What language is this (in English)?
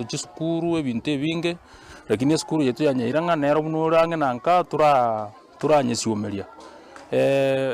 Gusii